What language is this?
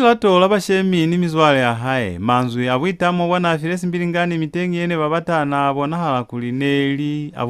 Lozi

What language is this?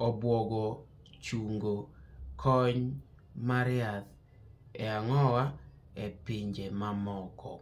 Luo (Kenya and Tanzania)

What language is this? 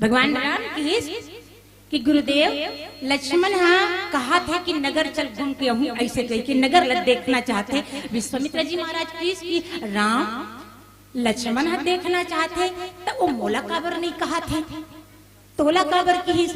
Chhattisgarhi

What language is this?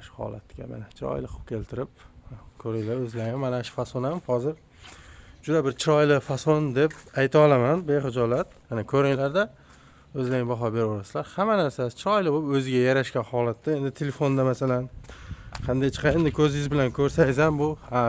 Uzbek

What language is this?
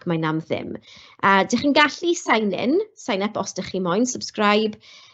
Welsh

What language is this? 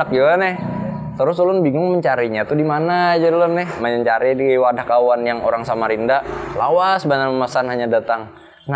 Banjar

